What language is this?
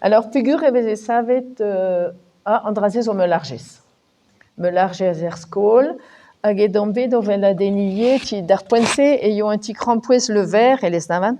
Breton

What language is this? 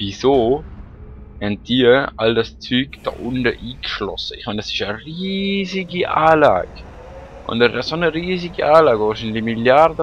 Swiss German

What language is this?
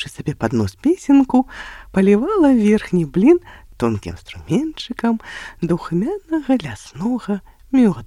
Belarusian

